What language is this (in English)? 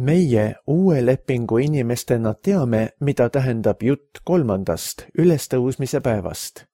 Estonian